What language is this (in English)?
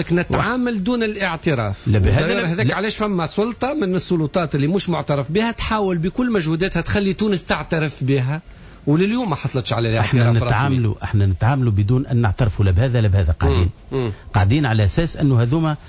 Tunisian Arabic